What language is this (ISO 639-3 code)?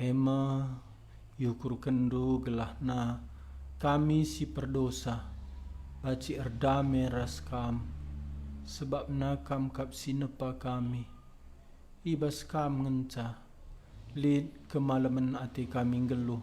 btx